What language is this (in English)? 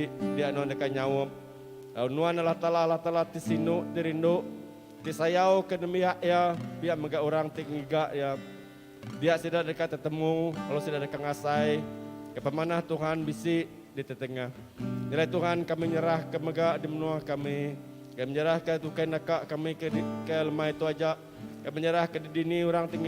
Iban